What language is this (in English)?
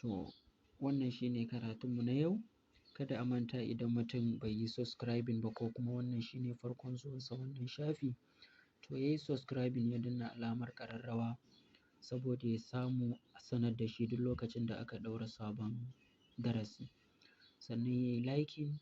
Hausa